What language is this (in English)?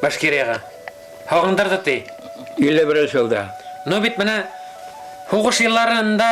Bashkir